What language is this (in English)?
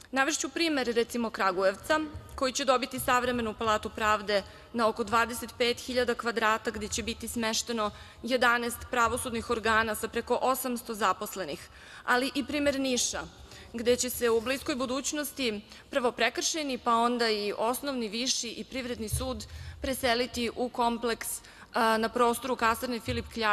Serbian